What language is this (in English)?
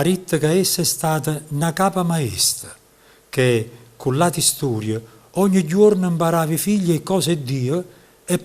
Neapolitan